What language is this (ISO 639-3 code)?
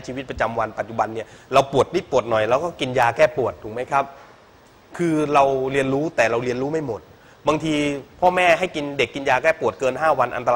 tha